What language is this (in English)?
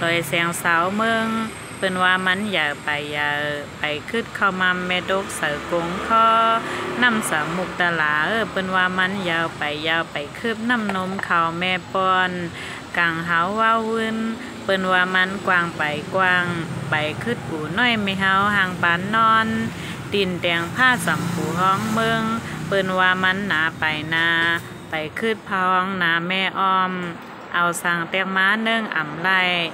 Shan